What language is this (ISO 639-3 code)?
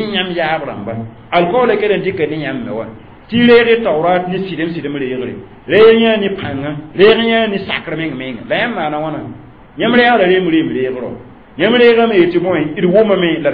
mos